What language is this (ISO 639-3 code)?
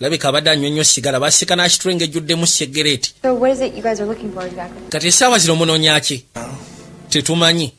lug